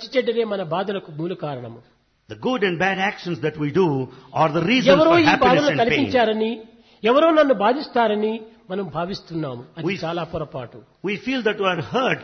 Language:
Telugu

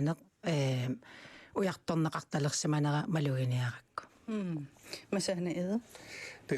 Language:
Kalaallisut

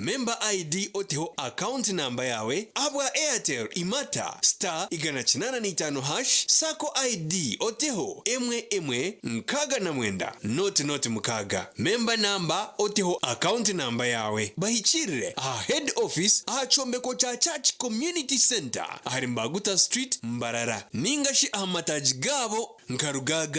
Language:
Nyankole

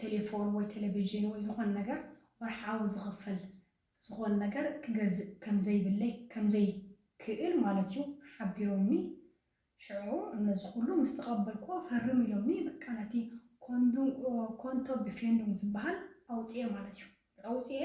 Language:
Tigrinya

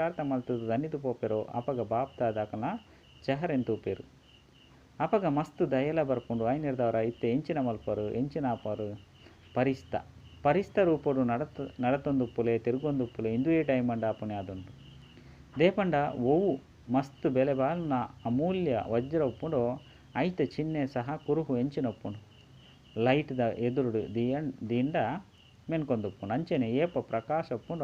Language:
Tulu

